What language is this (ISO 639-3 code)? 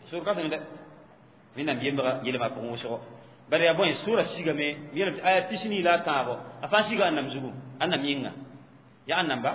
mos